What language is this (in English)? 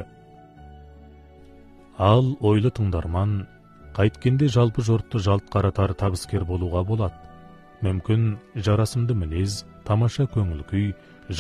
Kazakh